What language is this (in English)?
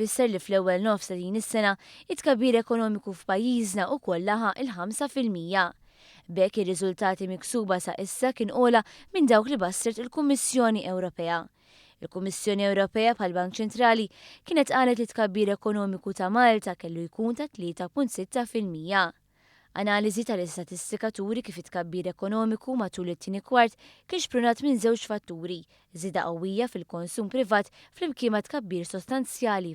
Maltese